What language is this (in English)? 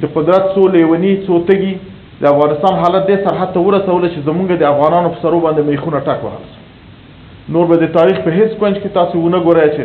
Pashto